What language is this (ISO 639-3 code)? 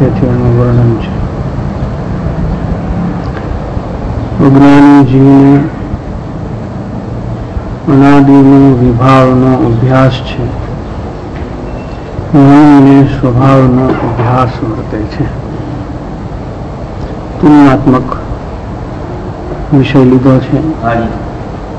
guj